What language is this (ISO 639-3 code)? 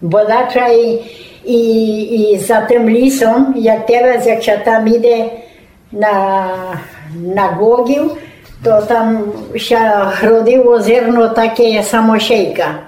rue